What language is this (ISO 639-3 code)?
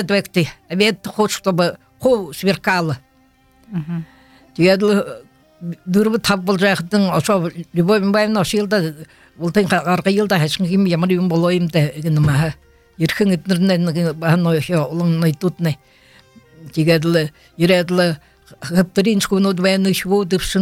bua